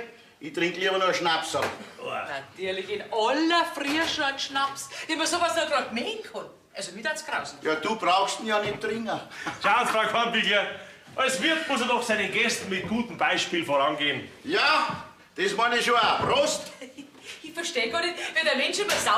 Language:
Bavarian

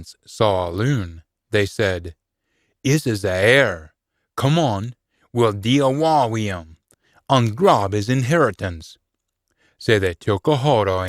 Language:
Scots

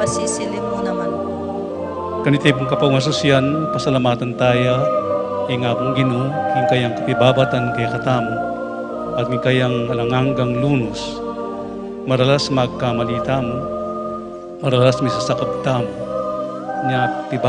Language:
Pampanga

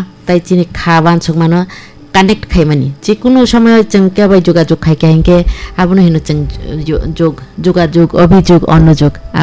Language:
Kok Borok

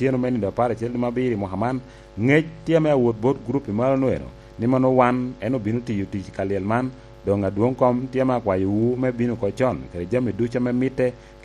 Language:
Lango (Uganda)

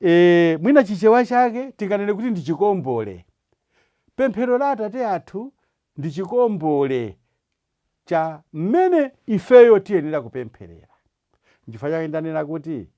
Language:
Nyanja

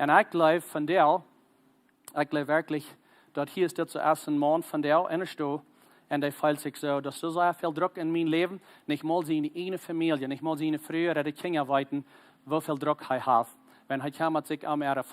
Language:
Plautdietsch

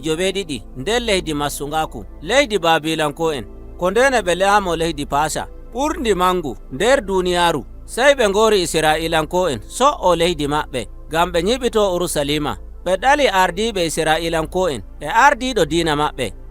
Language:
Nigerian Fulfulde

